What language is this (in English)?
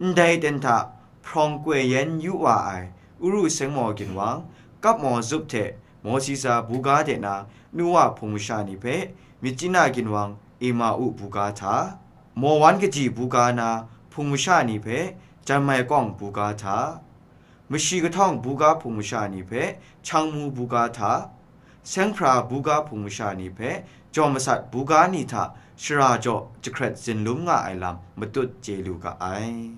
Kachin